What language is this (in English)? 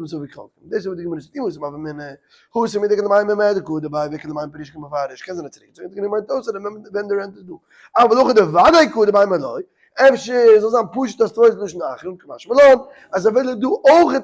Yiddish